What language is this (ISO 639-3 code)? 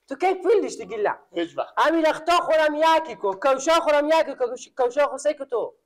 fas